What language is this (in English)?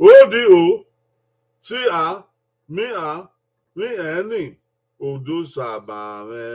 Bini